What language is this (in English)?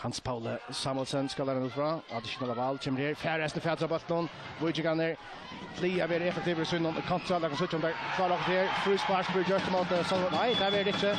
Faroese